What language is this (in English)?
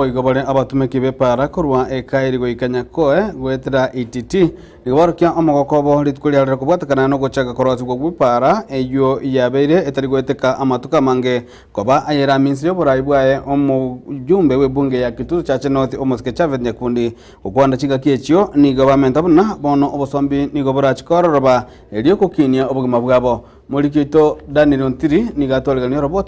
Gusii